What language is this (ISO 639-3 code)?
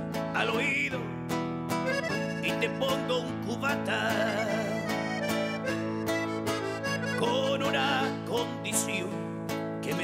spa